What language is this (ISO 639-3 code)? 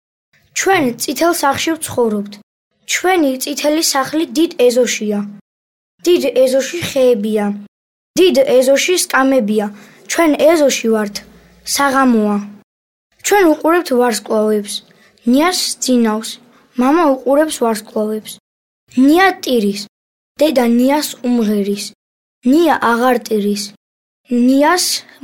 kat